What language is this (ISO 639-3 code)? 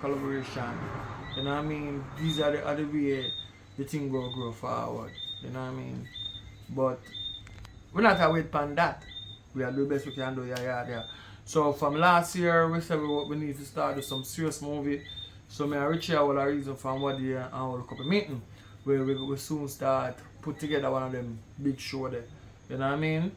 jam